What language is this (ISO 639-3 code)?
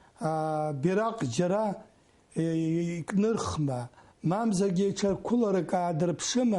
abk